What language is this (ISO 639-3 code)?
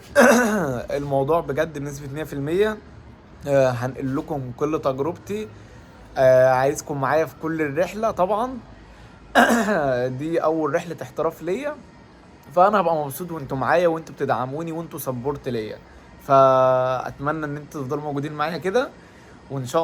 arz